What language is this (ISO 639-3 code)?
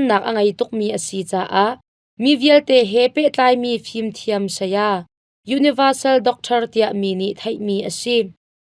cnh